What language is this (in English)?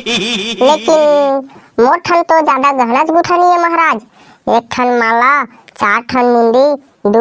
Chhattisgarhi